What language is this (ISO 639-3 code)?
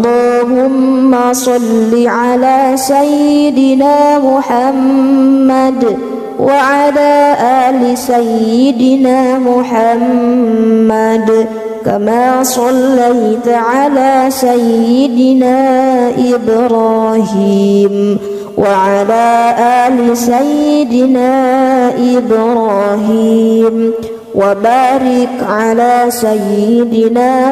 ara